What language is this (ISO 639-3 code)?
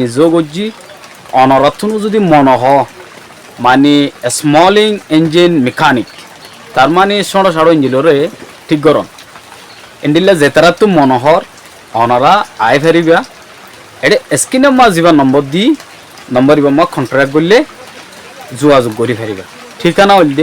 rhg